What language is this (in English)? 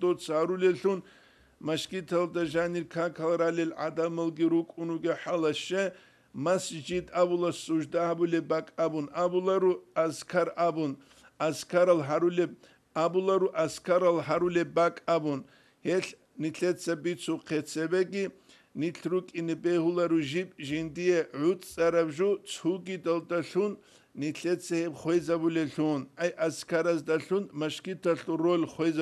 Avaric